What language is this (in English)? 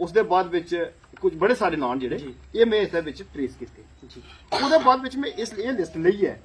Dogri